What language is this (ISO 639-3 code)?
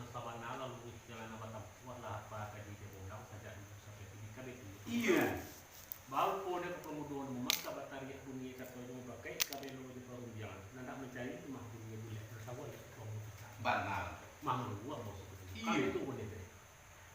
min